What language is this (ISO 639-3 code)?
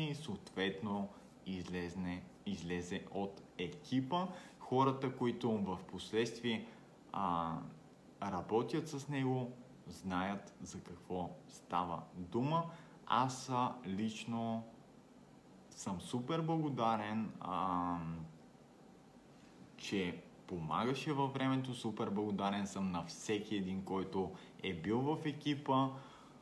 bul